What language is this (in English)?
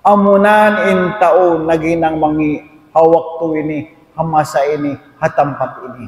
Tausug